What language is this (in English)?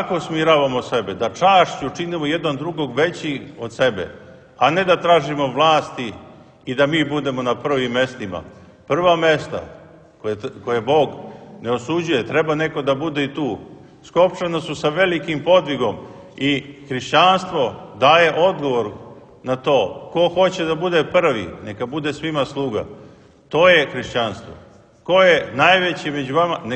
Serbian